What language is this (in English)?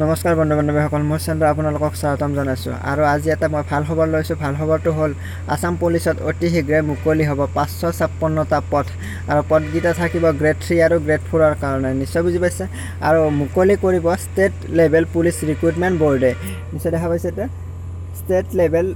Assamese